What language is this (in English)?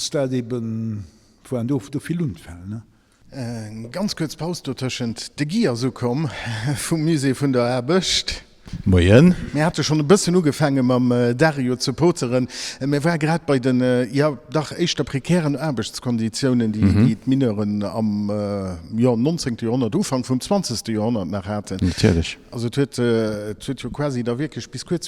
Luxembourgish